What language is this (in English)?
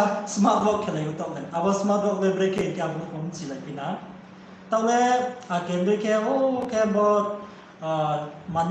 Riang (India)